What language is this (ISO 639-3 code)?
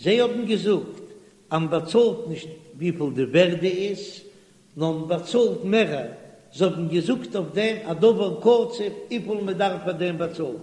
yid